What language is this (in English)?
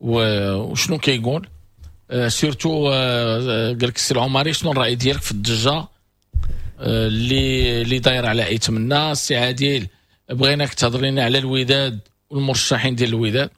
Moroccan Arabic